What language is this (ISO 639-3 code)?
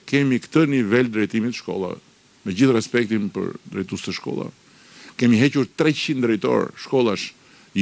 sqi